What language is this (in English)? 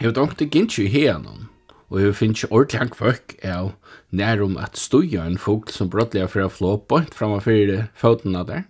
Faroese